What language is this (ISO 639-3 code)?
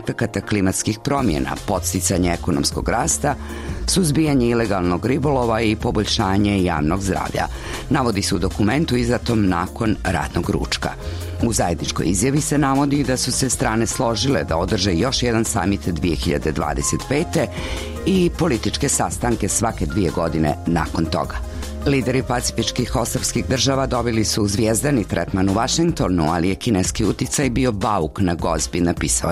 bos